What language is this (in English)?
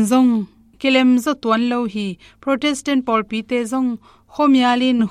Tedim Chin